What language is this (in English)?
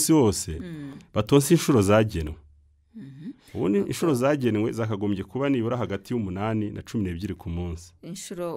Kinyarwanda